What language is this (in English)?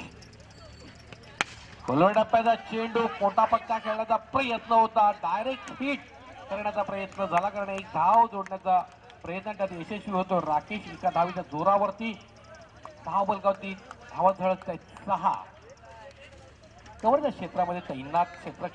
Marathi